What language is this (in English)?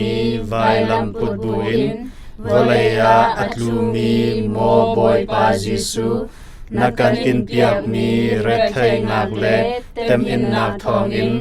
Hakha Chin